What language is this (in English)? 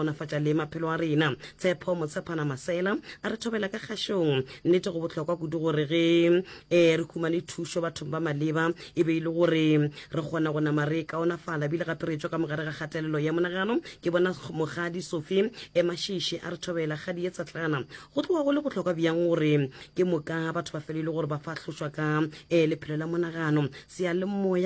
Northern Sotho